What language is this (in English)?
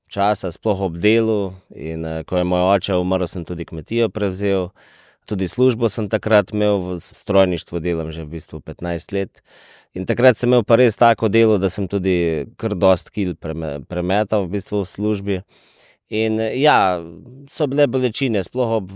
Slovenian